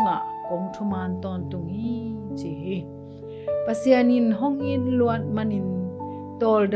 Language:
Tedim Chin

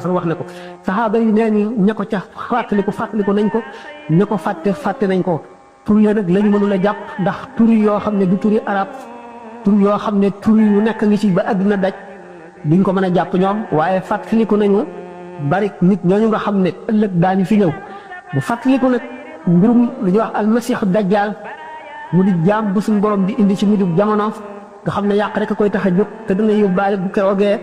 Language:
Wolof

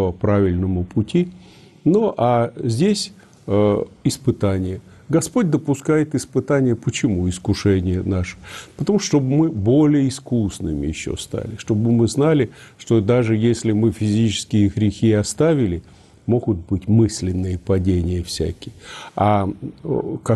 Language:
Russian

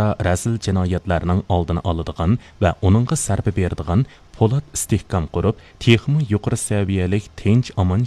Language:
Uyghur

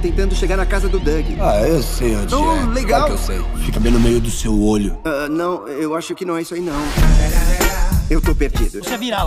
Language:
Portuguese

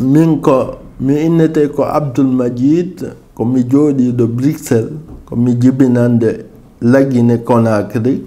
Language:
Fula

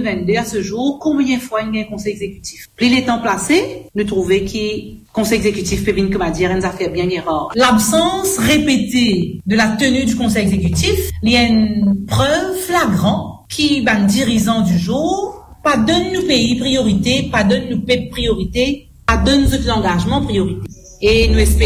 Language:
Morisyen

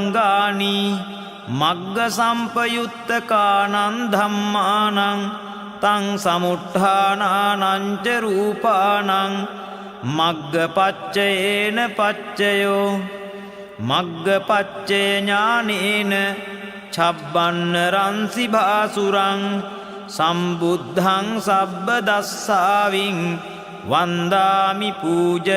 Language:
Pali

